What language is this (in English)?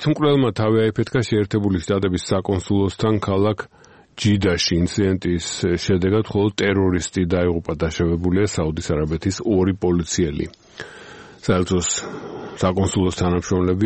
Georgian